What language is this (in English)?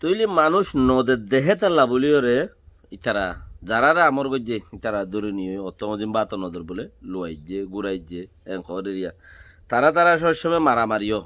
Rohingya